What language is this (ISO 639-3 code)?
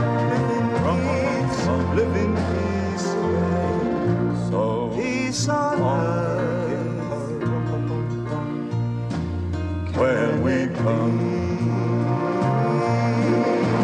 eng